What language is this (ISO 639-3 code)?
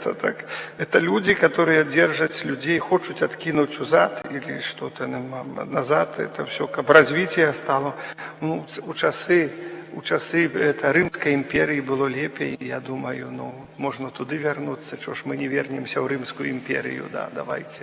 bel